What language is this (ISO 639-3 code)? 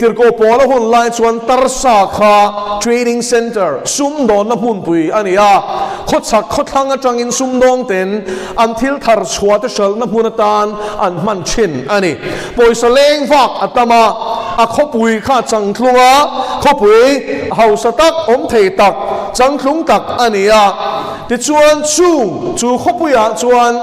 lus